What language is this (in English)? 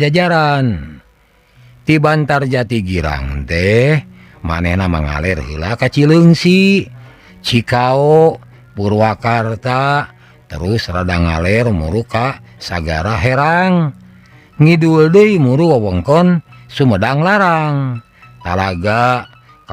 Sundanese